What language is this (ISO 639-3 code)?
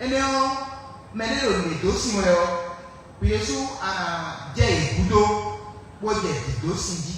fon